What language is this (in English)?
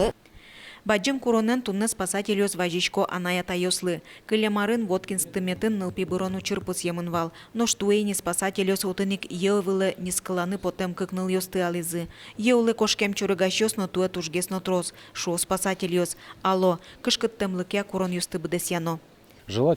Udmurt